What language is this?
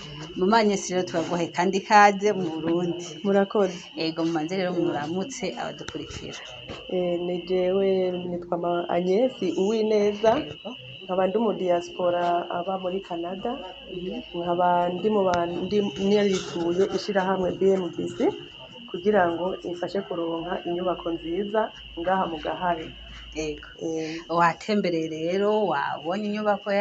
Rundi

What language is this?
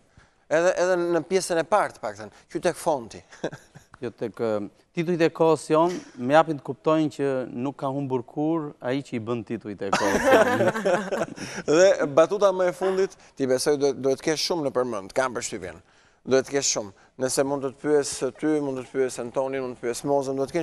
Albanian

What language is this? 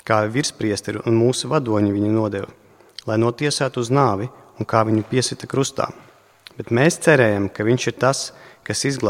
Latvian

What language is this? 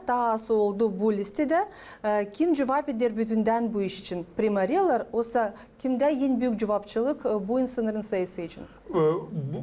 Gagauz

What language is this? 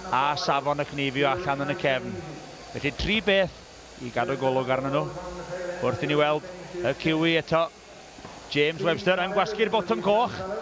Welsh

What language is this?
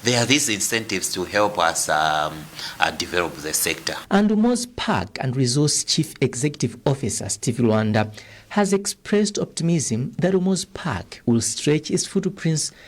English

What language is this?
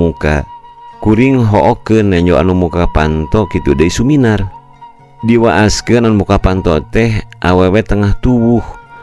Sundanese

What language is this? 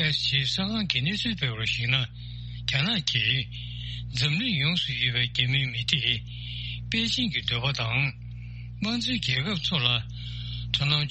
Tibetan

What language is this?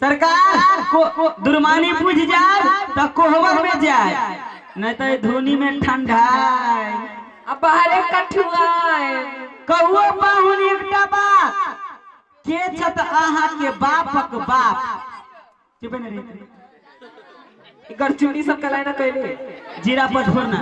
Maithili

